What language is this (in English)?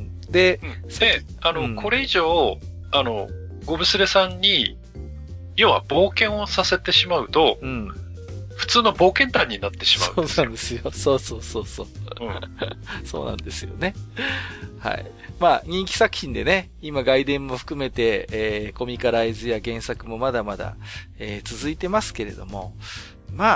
Japanese